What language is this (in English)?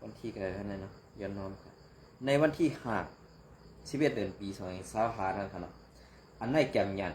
Shan